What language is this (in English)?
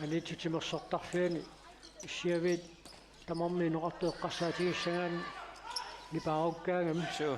Kalaallisut